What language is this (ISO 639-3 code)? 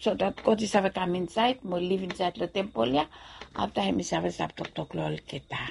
bis